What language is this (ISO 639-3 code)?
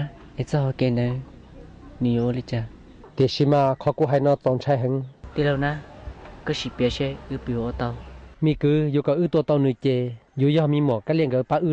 hmn